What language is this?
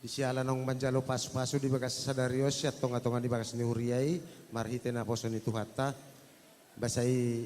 Batak Toba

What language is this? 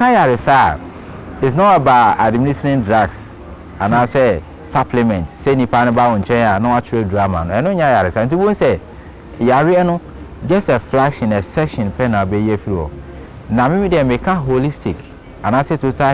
Akan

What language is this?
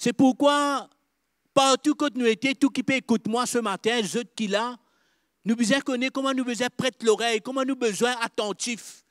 Morisyen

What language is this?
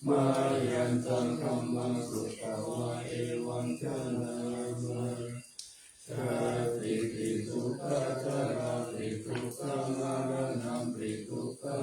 Pali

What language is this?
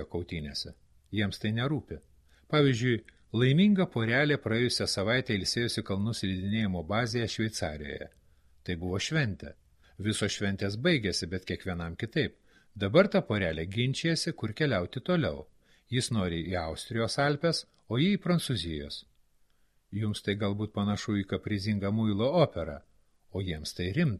Lithuanian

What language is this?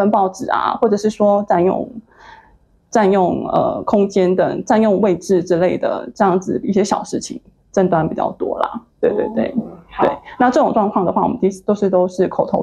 Chinese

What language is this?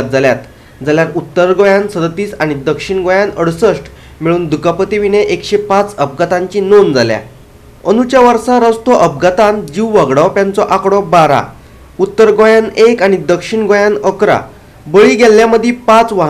Konkani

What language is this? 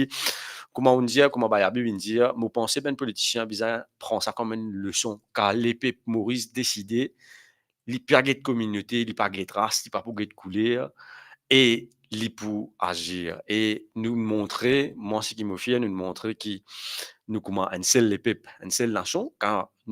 Morisyen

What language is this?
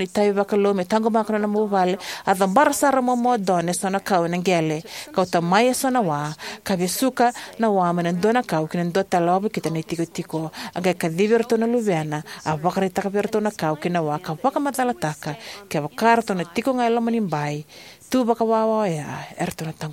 Fijian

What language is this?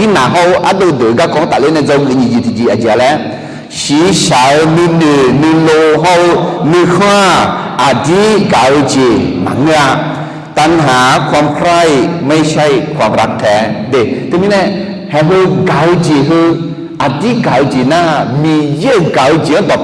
Akha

